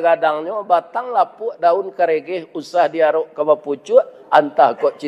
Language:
Minangkabau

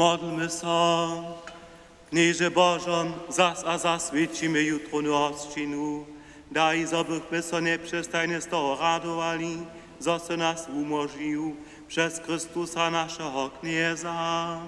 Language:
Upper Sorbian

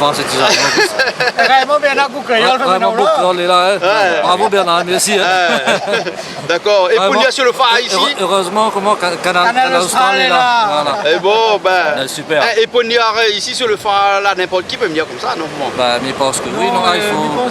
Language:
Réunion Creole French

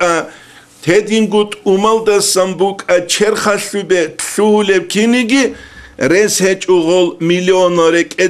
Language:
Avaric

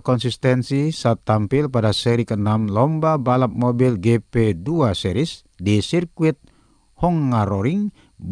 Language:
Indonesian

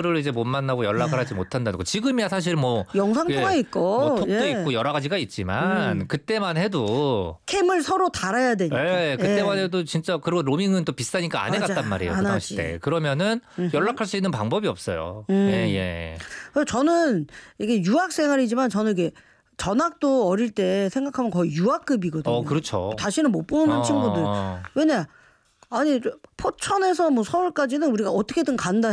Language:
Korean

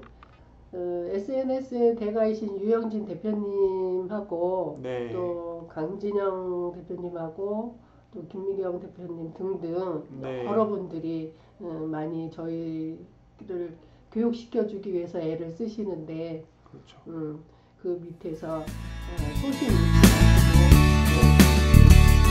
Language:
Korean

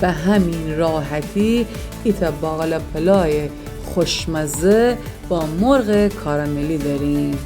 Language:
Gilaki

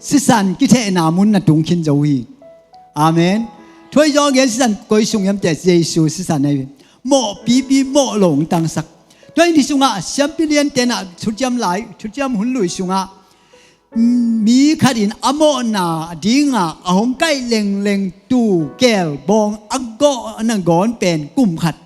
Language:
Tedim Chin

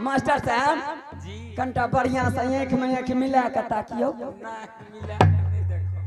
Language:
Angika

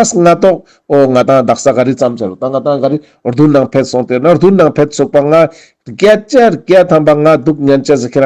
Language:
Ladakhi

